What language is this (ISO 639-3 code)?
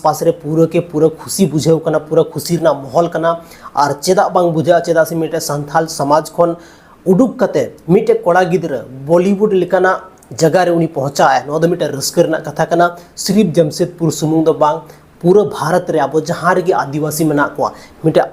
sat